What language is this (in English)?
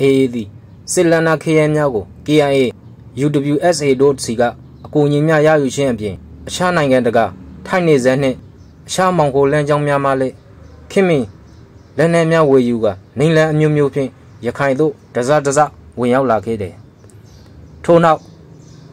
Burmese